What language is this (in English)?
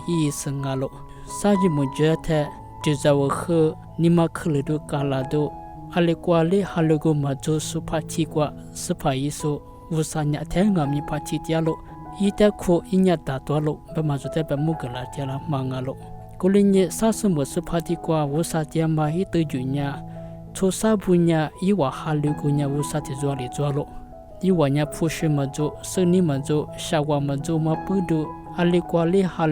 Lisu